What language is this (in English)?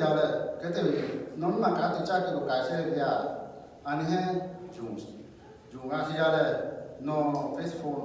Lahu